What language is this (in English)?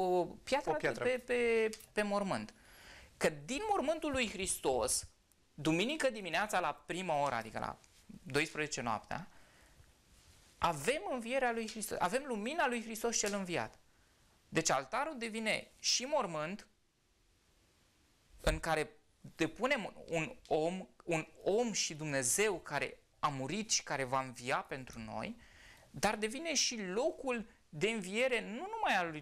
Romanian